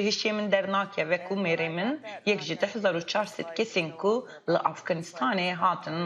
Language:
Kurdish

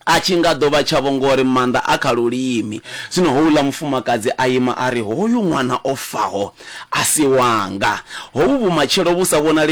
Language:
Venda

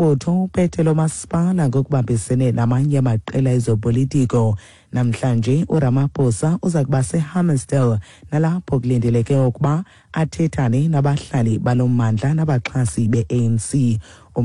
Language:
Xhosa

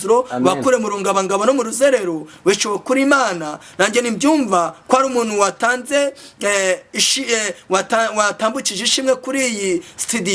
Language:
Kinyarwanda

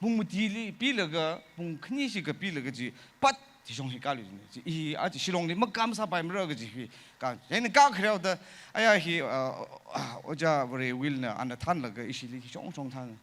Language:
Tangkhul Naga (India)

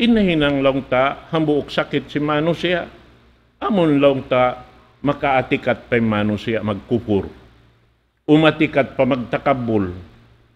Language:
Tausug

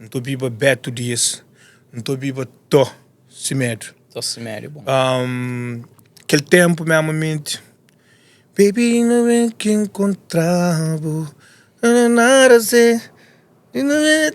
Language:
Kabuverdianu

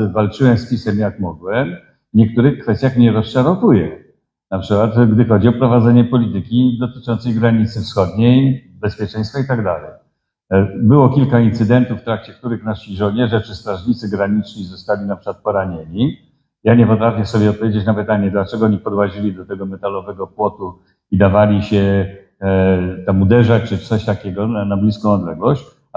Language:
Polish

